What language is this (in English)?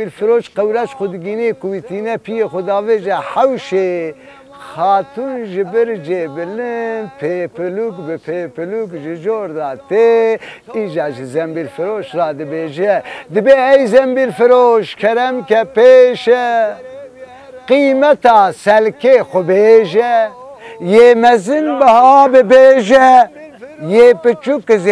Kurdish